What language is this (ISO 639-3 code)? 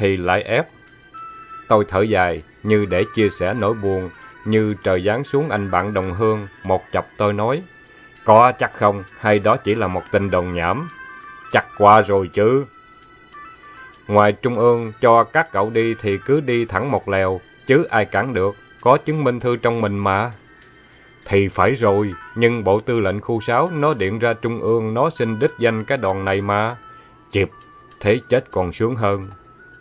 vie